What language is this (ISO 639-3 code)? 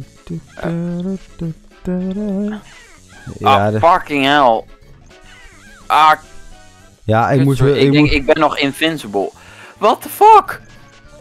nld